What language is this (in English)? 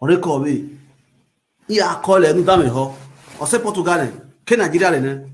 Nigerian Pidgin